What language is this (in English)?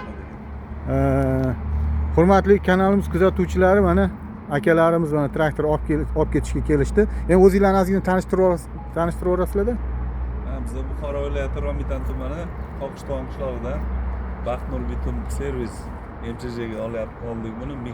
Uzbek